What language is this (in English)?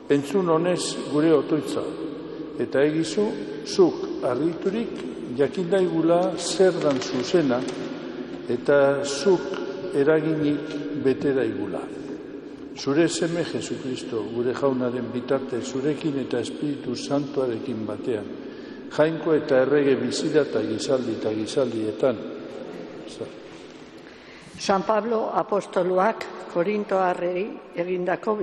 Basque